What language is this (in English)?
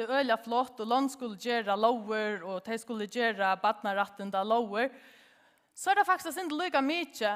Faroese